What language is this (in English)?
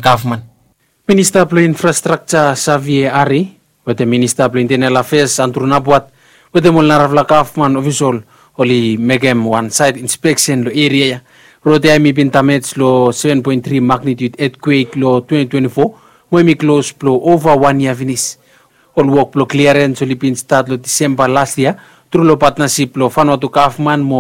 Bislama